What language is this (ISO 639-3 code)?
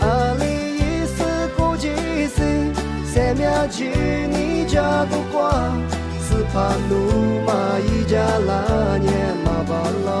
lis